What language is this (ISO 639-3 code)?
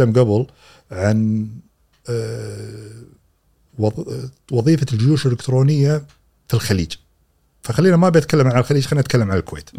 afb